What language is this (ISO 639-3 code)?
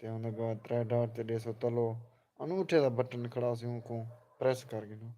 skr